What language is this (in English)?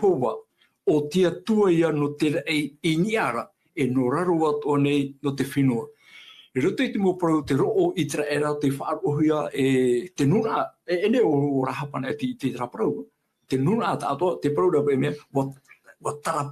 Tahitian